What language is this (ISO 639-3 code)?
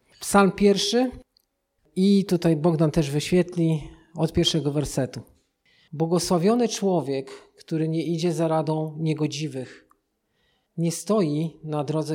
pol